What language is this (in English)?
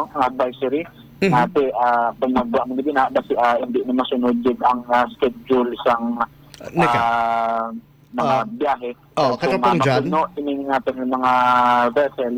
Hiligaynon